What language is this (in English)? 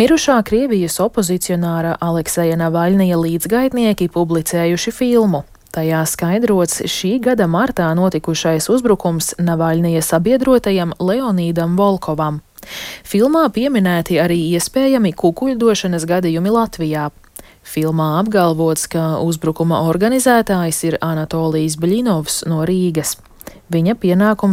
Latvian